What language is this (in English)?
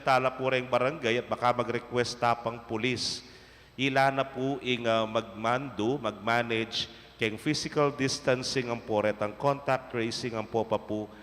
Pampanga